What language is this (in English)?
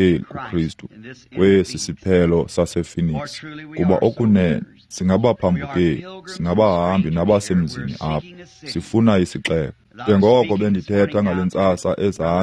Xhosa